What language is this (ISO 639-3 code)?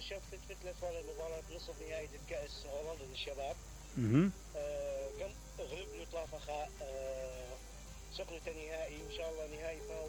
acm